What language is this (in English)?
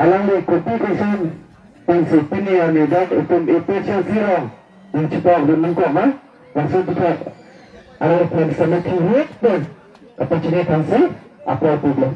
Karbi